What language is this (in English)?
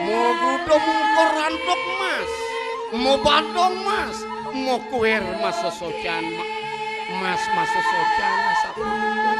Balinese